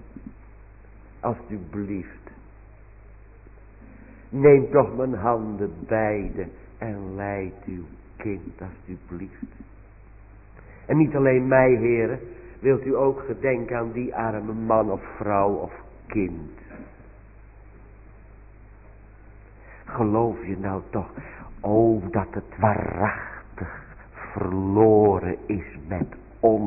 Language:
Dutch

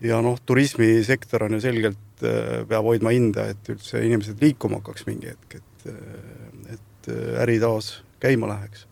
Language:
Estonian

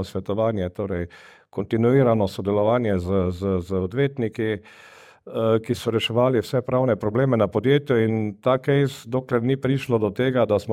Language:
Slovenian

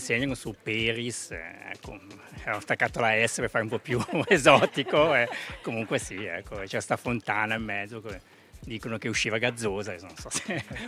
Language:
Italian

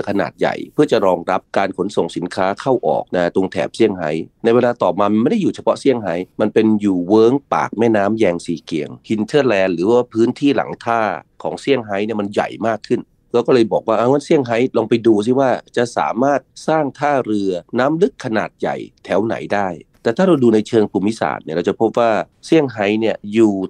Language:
Thai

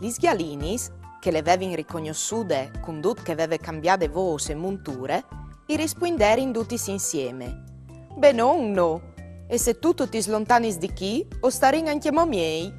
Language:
Friulian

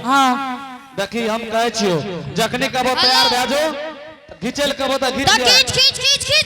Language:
Angika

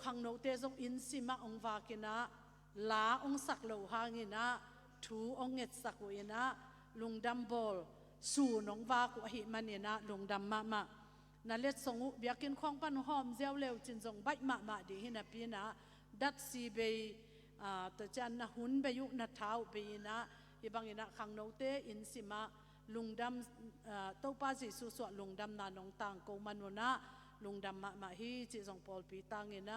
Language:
Tedim Chin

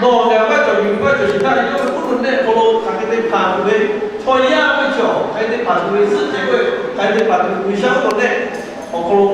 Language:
Lahu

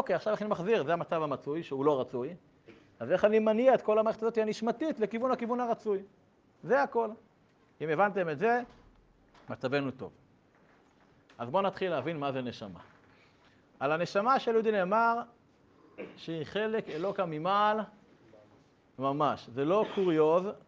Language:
Hebrew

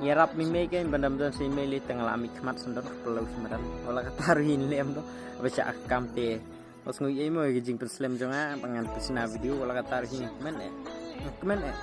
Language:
Khasi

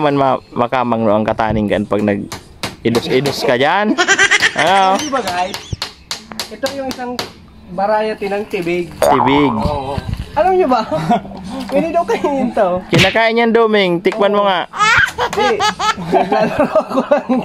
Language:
Bikol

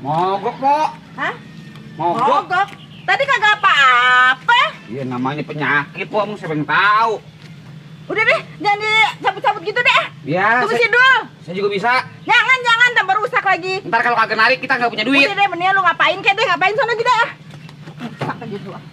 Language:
Betawi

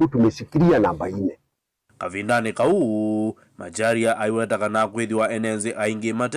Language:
Kamba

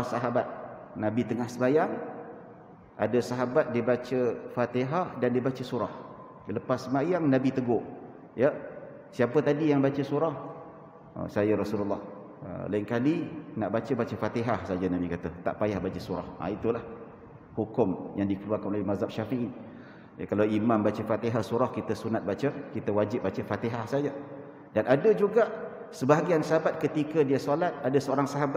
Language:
Malay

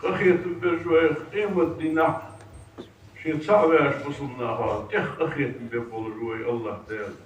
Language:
Ingush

